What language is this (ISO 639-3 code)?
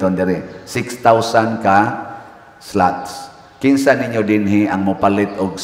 ceb